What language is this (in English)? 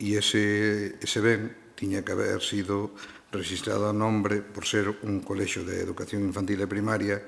Galician